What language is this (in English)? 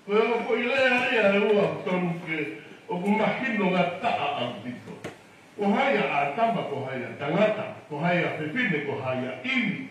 Tongan